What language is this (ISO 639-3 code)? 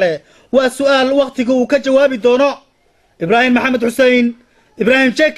som